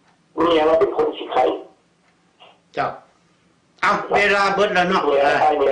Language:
Lao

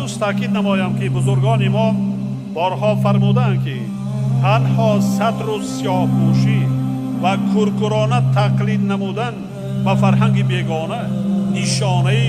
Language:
Tajik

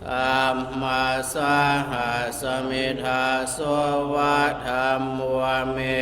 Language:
Pali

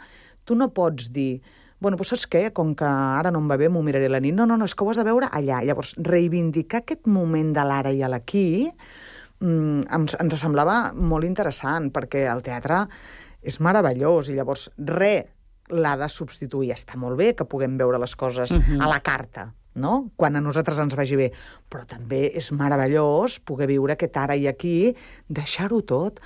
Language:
Catalan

